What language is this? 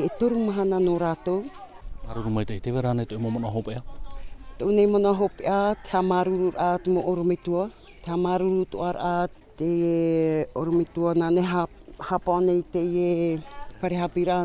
Tahitian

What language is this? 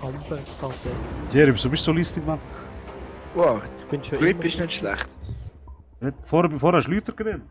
Swiss German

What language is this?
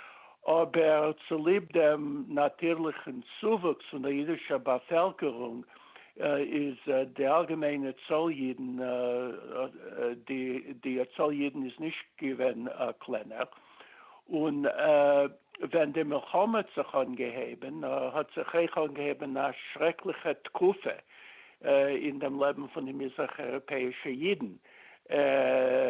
Yiddish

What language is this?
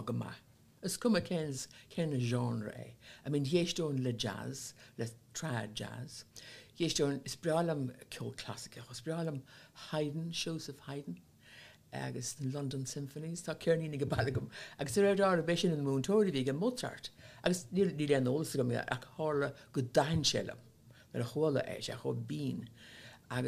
Irish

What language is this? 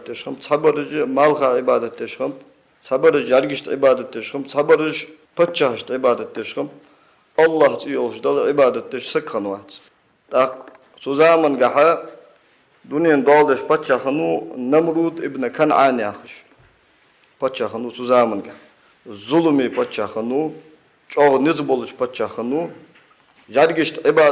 Ingush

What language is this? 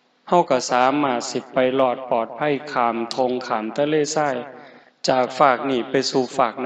Northeastern Thai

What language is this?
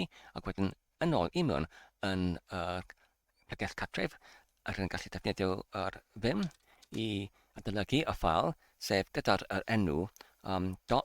Welsh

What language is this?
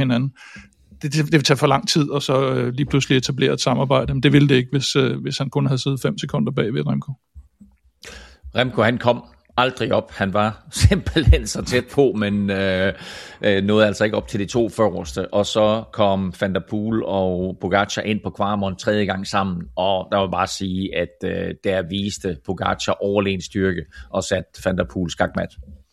Danish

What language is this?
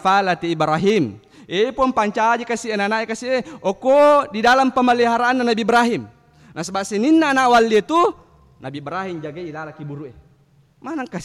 Buginese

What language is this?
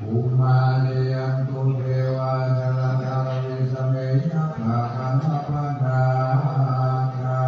Pali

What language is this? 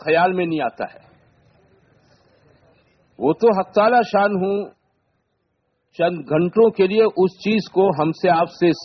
Urdu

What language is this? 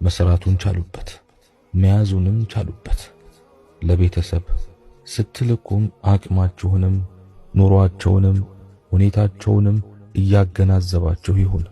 Amharic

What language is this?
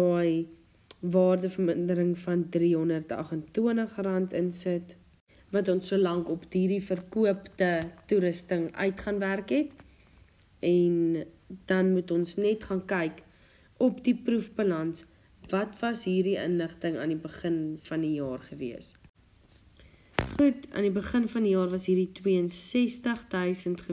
Afrikaans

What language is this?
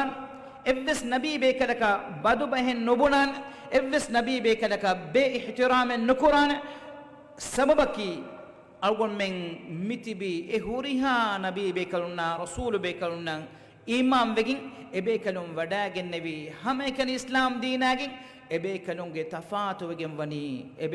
Divehi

